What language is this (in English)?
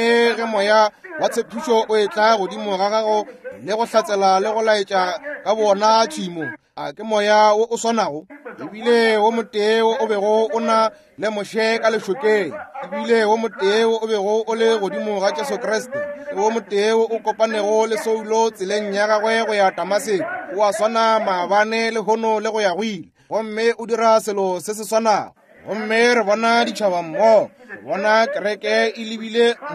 Northern Sotho